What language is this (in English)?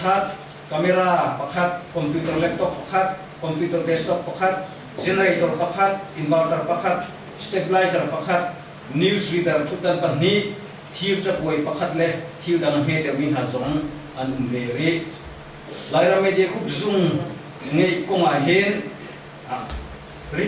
Hakha Chin